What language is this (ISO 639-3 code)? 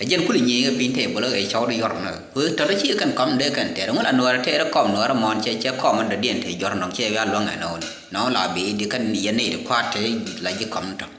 nus